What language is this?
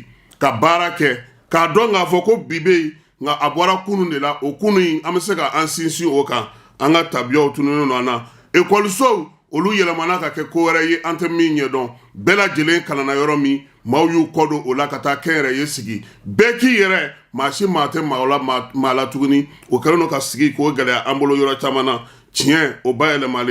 Bambara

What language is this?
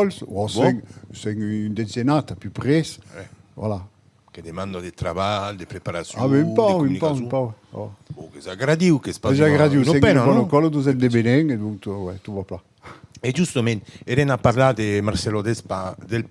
Occitan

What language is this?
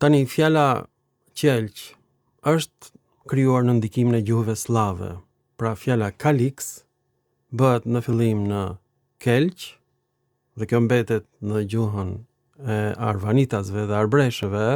Albanian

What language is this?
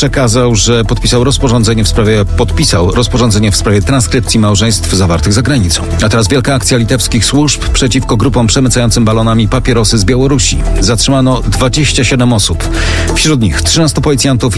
Polish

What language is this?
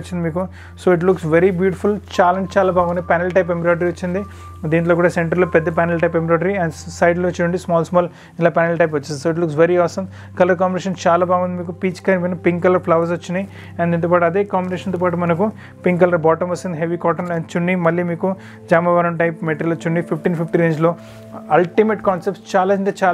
Telugu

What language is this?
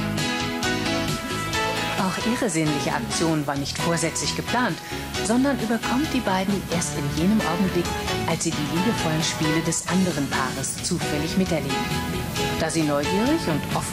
German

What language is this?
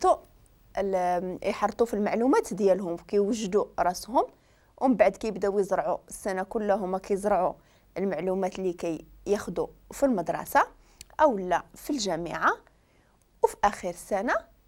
Moroccan Arabic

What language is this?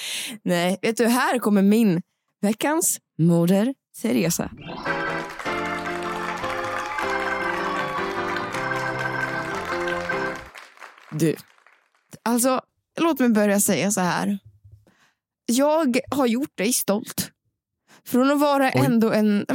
Swedish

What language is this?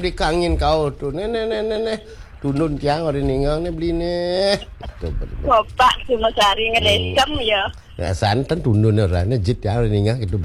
Balinese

